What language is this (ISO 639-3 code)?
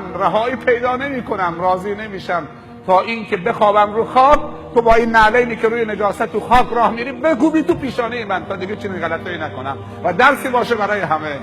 fas